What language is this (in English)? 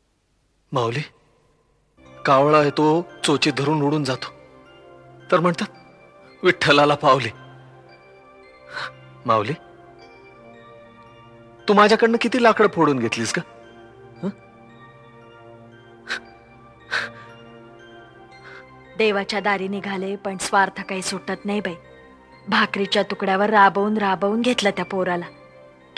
Marathi